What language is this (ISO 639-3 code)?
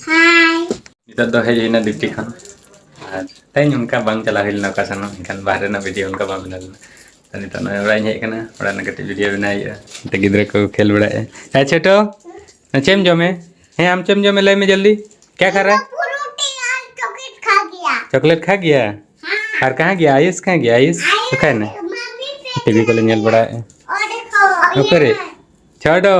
sat